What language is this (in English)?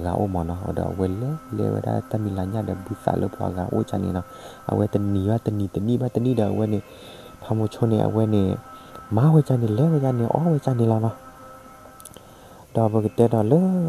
S'gaw Karen